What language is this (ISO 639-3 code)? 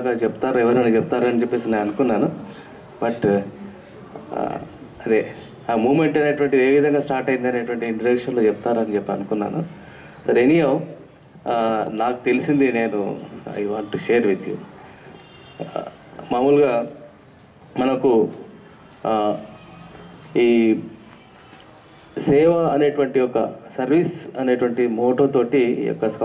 tel